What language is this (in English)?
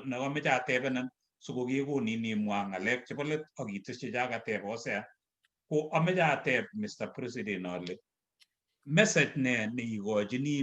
Kalenjin